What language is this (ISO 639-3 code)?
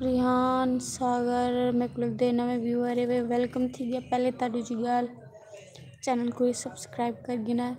skr